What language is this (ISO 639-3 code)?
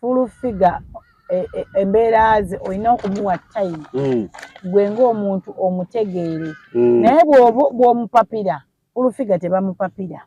lug